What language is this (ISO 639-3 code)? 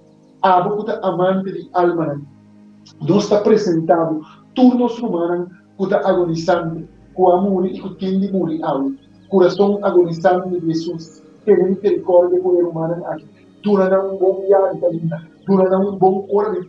pap